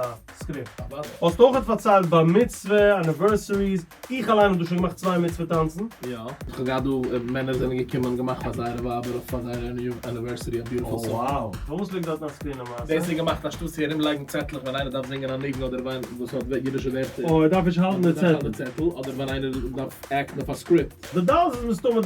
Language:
Yiddish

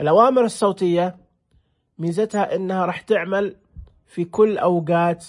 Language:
Najdi Arabic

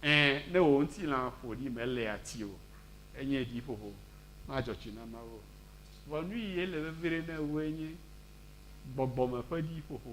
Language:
Ewe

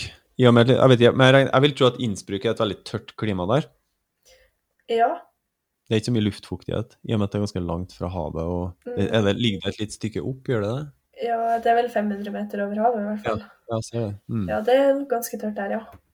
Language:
Norwegian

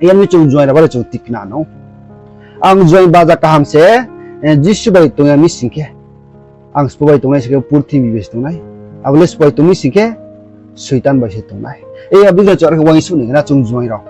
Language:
Riang (India)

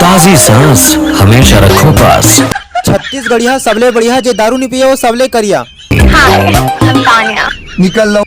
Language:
Chhattisgarhi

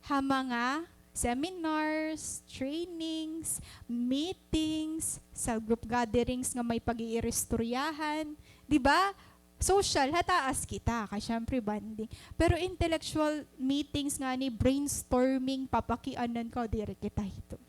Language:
Waray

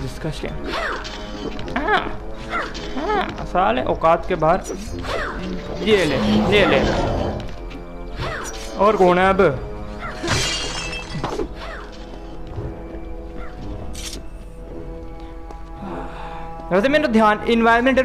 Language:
Hindi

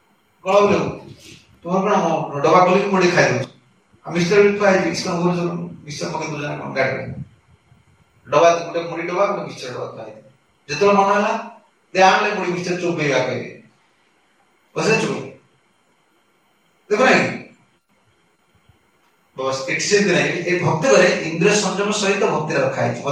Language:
Odia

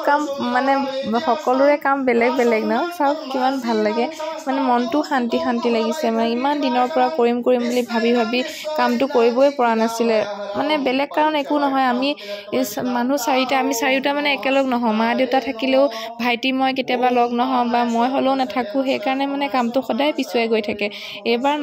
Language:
Assamese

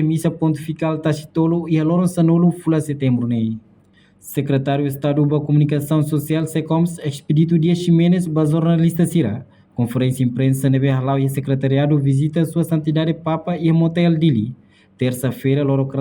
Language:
Tetum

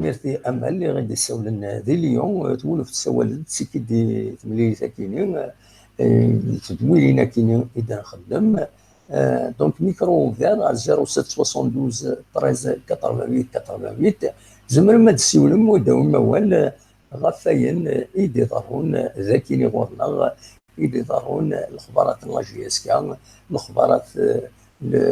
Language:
Kabyle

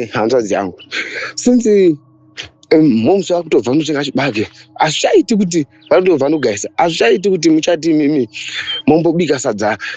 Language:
Shona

